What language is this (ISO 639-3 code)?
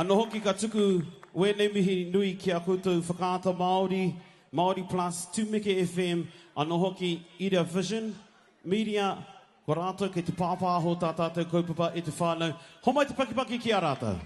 mri